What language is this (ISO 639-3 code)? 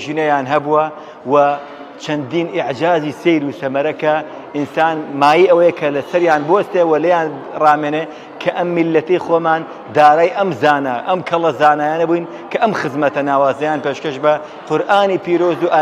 ckb